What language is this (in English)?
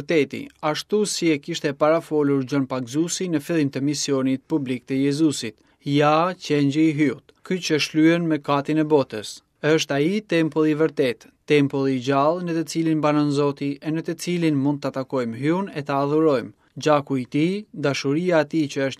Albanian